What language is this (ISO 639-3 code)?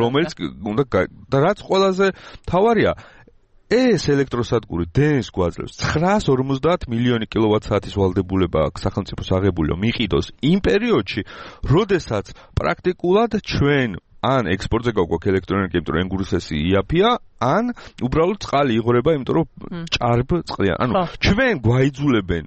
kat